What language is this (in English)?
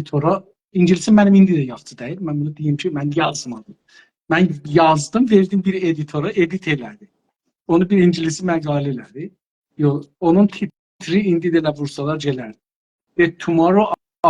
South Azerbaijani